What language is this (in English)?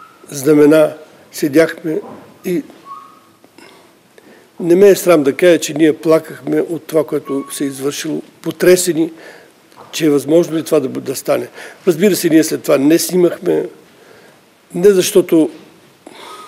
Bulgarian